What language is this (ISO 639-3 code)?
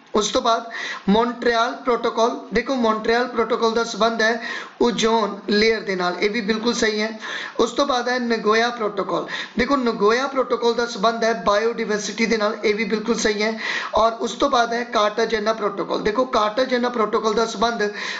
pan